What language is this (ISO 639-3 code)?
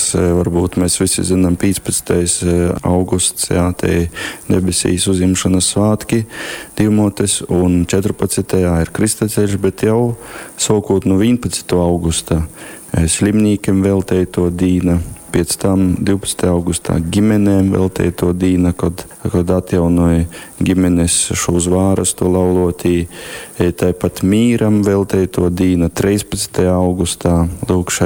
ltg